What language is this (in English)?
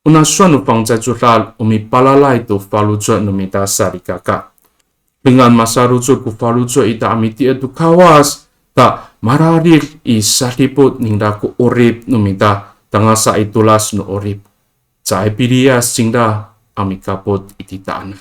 Amis